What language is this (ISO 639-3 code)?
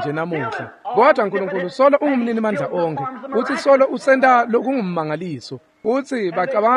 ssw